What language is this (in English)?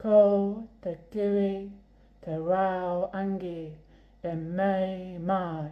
Māori